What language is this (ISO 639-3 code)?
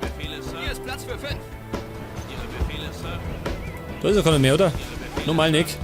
bar